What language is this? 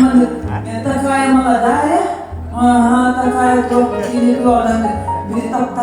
Yakut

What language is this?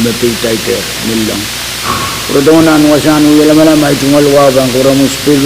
Pohnpeian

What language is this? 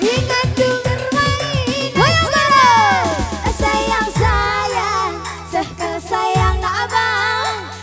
Batak Karo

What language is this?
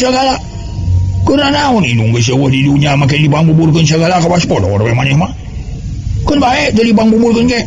Sundanese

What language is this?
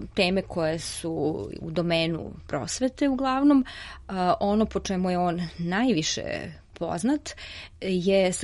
Serbian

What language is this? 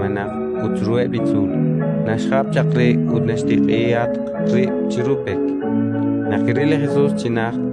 Kekchí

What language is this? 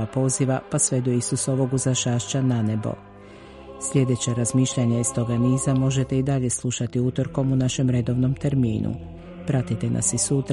Croatian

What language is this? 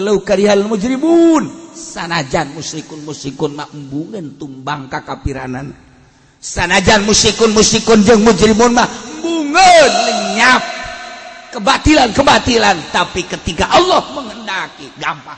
Sundanese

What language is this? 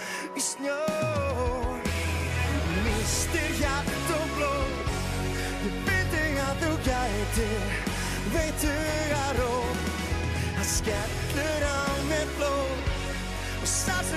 Icelandic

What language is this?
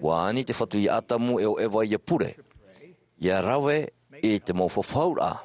Tahitian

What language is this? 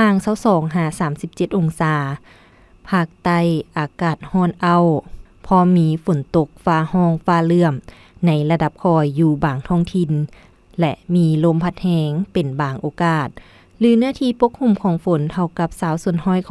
Lao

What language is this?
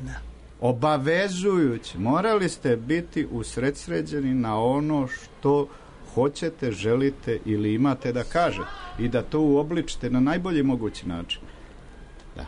Serbian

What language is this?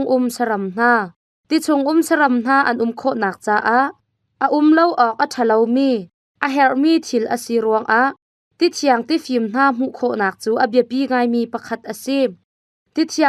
Hakha Chin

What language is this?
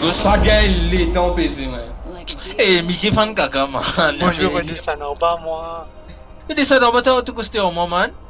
Morisyen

